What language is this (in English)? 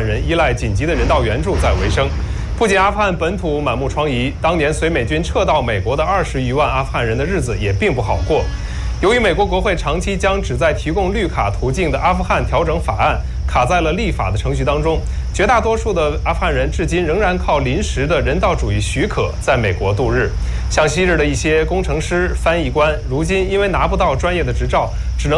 Chinese